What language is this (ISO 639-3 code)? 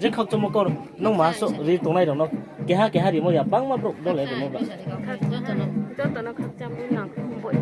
ria